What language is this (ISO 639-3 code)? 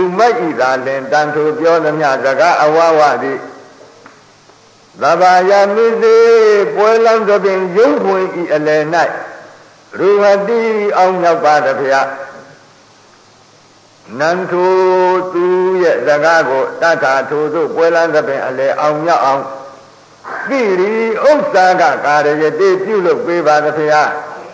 mya